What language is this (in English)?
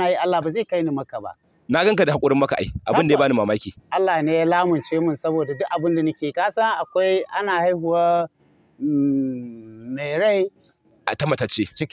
Hausa